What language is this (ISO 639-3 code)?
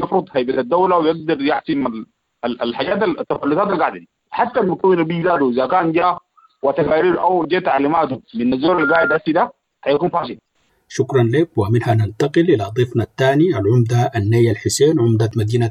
apd